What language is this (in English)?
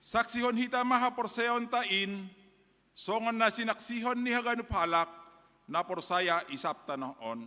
Batak Simalungun